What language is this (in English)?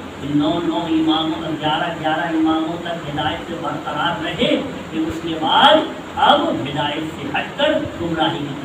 Urdu